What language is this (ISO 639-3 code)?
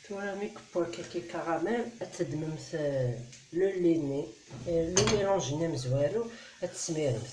kab